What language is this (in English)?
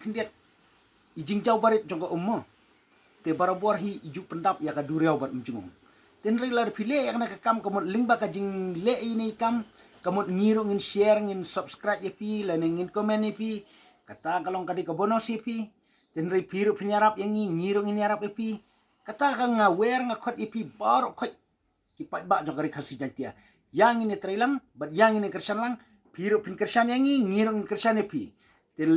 Khasi